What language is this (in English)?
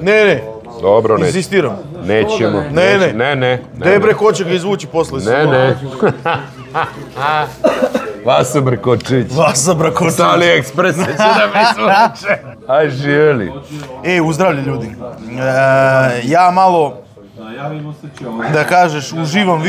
Serbian